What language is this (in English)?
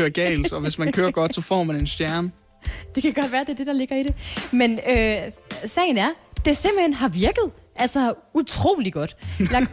Danish